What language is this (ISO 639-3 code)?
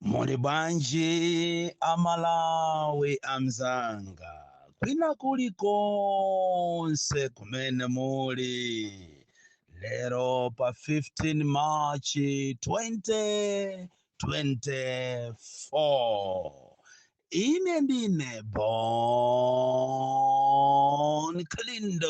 nya